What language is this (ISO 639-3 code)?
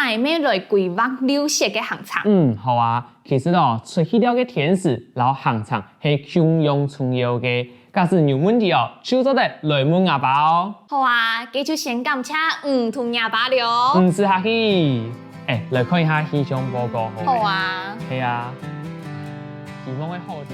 hak